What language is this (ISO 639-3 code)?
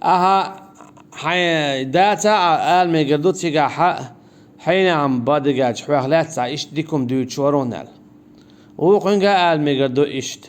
che